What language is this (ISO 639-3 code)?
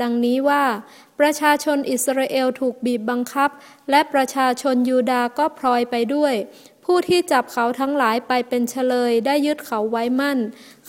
tha